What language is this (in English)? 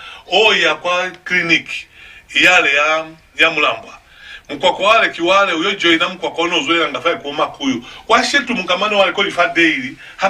Lozi